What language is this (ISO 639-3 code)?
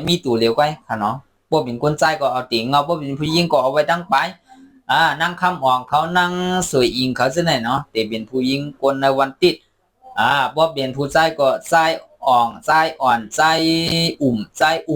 shn